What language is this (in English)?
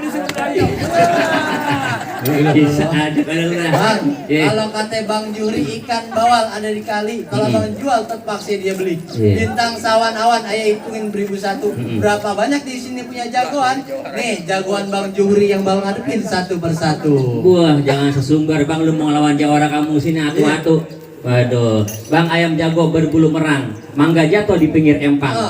Betawi